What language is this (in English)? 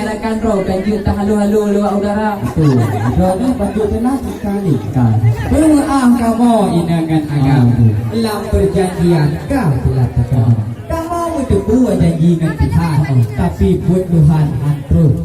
Achinese